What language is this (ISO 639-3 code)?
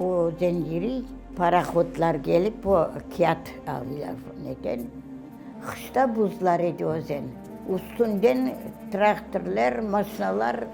crh